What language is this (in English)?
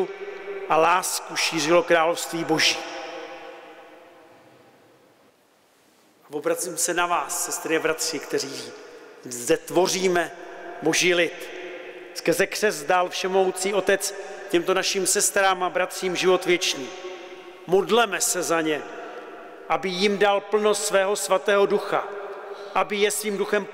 Czech